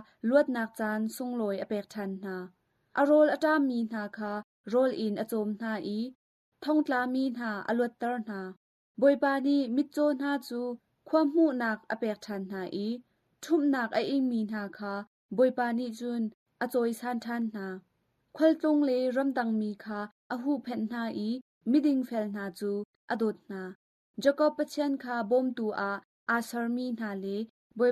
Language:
Hakha Chin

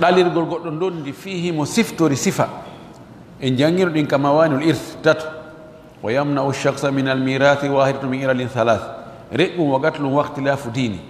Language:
Fula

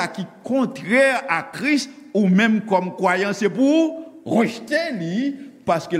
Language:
Haitian Creole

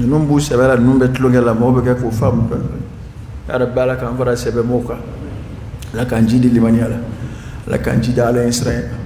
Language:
Dyula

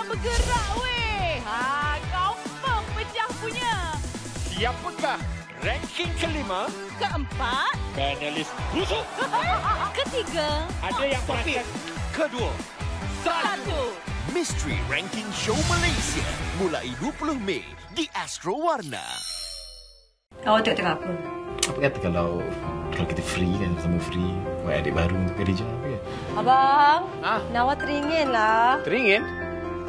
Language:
Malay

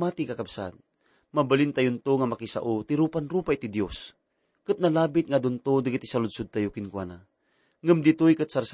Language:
Iloko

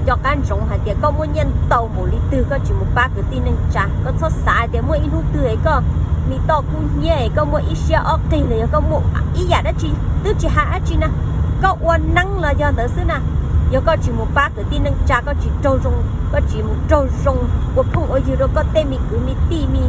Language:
Hmong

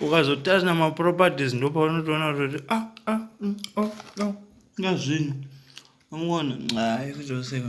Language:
Shona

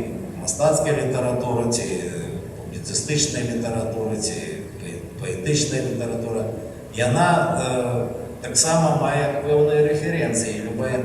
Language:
Belarusian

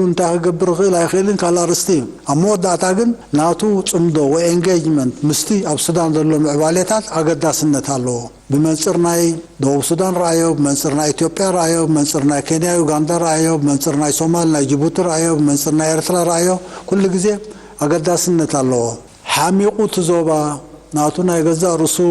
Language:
Tigrinya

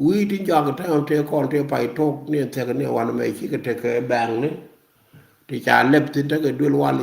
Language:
Nuer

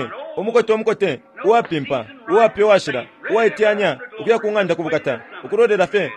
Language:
Bemba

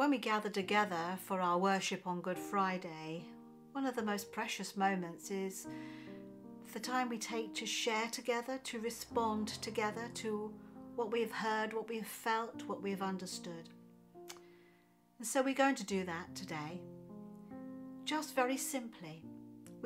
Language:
English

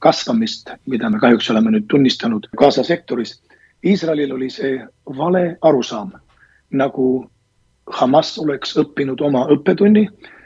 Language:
Estonian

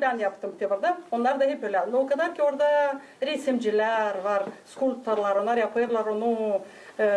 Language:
Gagauz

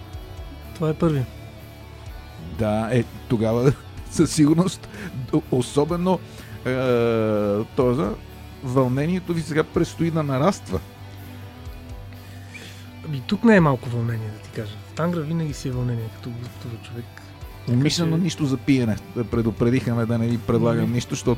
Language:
Bulgarian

